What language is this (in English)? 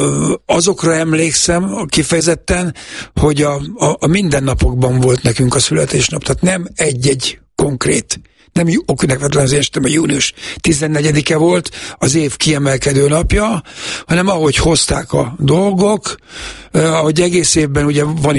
Hungarian